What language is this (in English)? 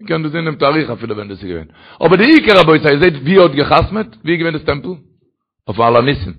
Yiddish